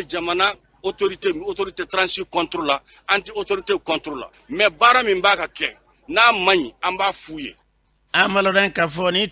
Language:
Bambara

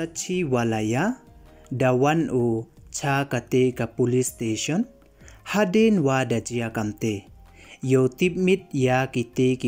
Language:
Pnar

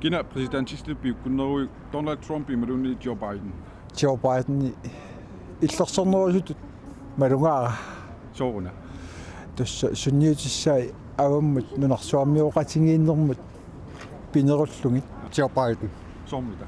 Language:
Kalaallisut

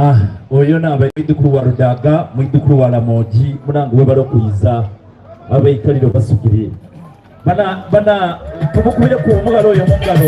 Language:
Soga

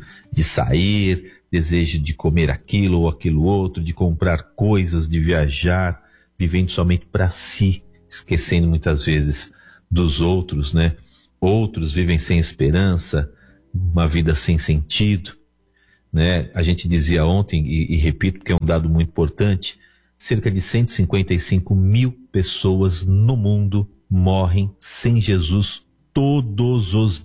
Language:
Portuguese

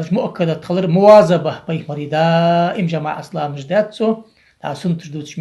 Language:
Ingush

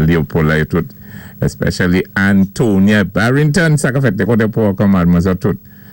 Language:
Saint Lucian Creole French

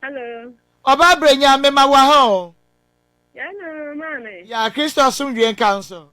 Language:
Akan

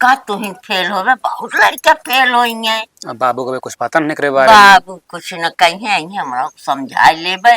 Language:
Awadhi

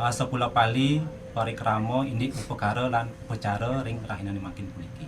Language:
Balinese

